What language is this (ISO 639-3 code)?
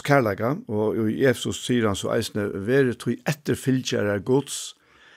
fao